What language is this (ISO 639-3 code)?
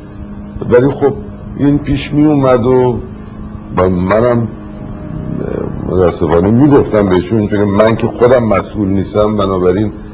fas